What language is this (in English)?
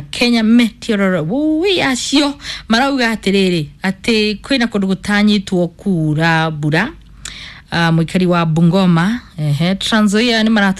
Kikuyu